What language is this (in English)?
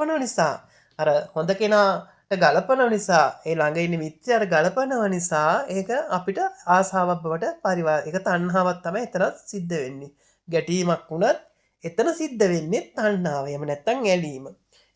Sinhala